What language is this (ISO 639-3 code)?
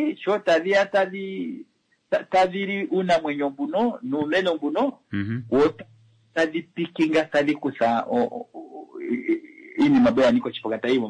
kua